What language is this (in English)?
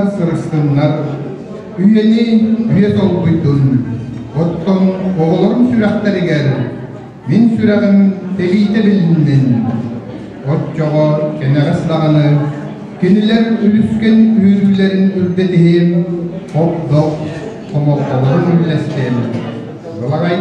Yakut